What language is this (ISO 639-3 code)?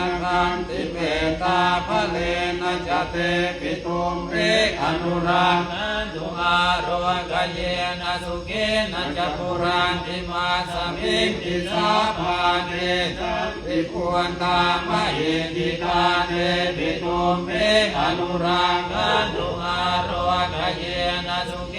pli